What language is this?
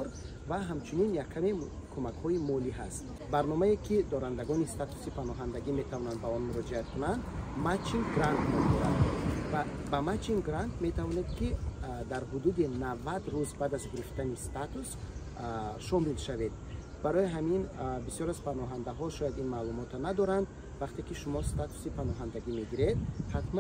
Tajik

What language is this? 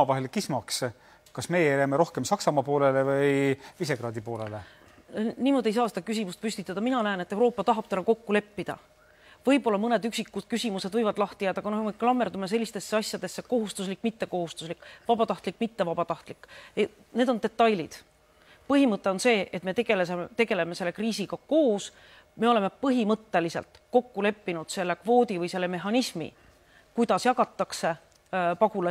Estonian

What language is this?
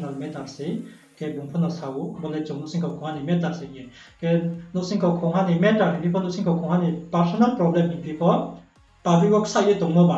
Riang (India)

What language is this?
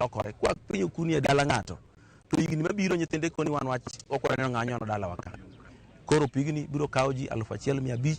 Luo (Kenya and Tanzania)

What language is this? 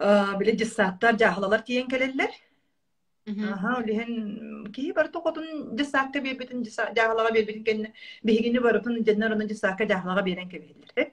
Yakut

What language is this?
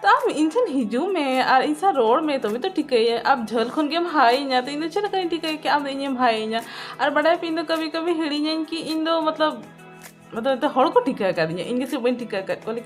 Santali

